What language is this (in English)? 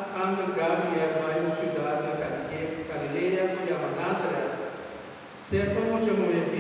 Papiamento